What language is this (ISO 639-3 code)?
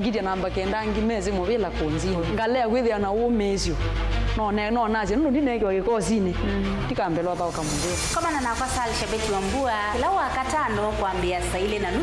kam